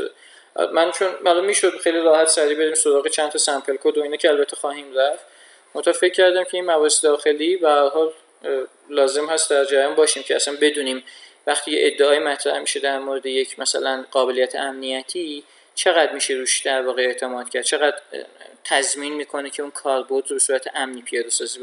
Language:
Persian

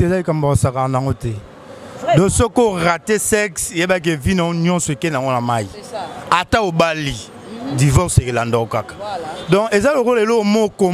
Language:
Lingala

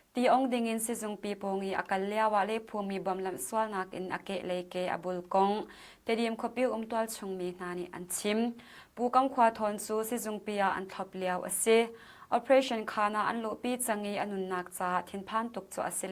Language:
Hakha Chin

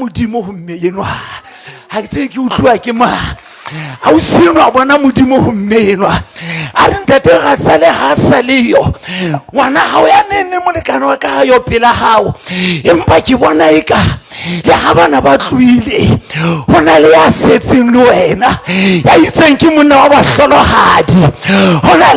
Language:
Southern Sotho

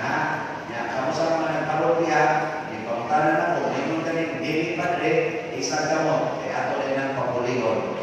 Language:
Cebuano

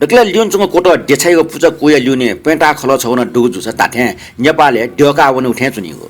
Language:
Newari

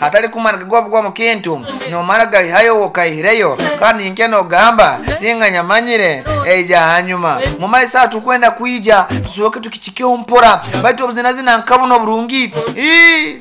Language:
Nyoro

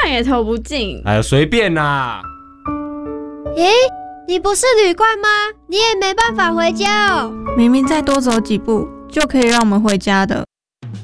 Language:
Chinese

